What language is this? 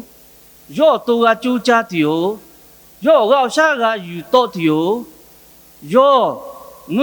Lahu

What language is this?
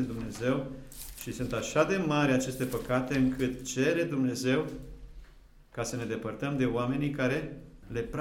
Romanian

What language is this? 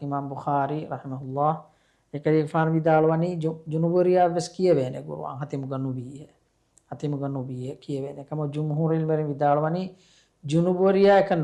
Divehi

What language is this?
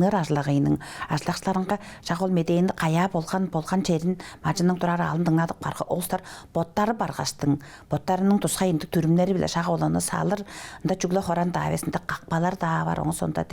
Tuvinian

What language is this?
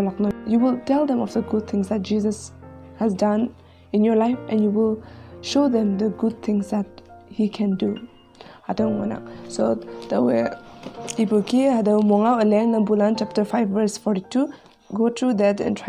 Konyak Naga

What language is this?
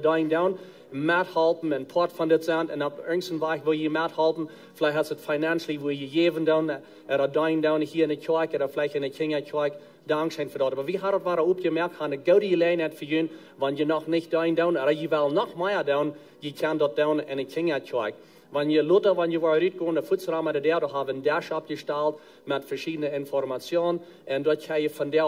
Plautdietsch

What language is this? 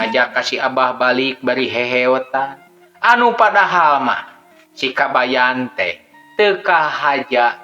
Sundanese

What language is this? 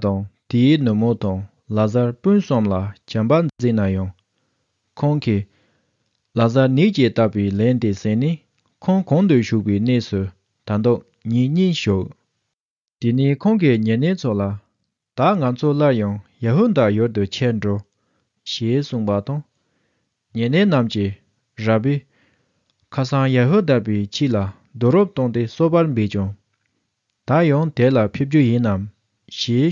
Tibetan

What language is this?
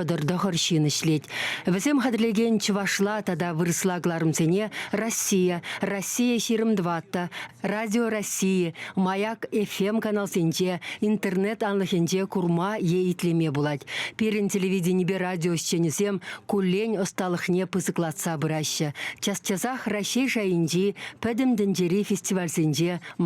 Chuvash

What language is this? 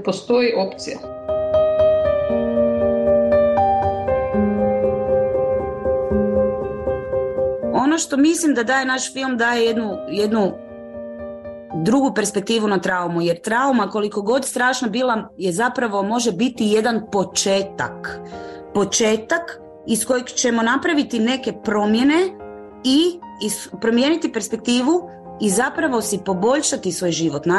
Croatian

